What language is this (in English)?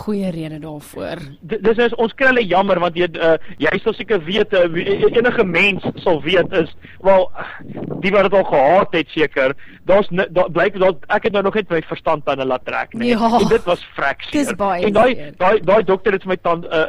Afrikaans